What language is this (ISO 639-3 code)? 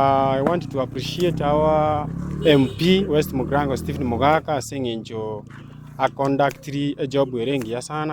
guz